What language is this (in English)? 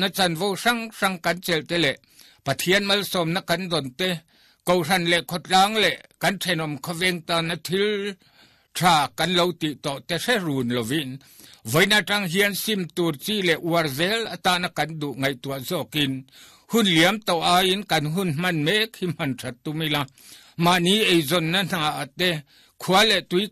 Mizo